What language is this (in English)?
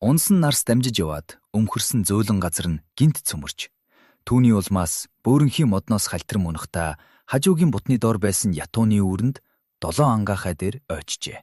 Mongolian